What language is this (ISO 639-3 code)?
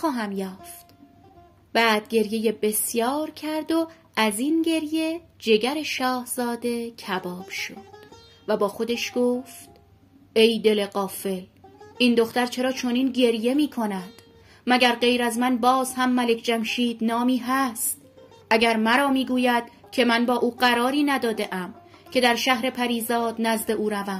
fas